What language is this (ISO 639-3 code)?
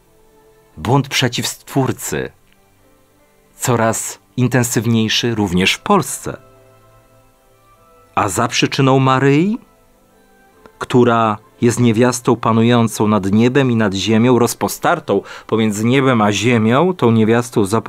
pol